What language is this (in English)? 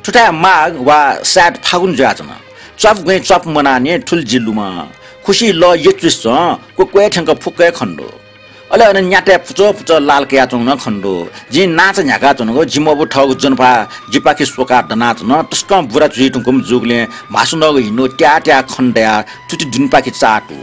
Newari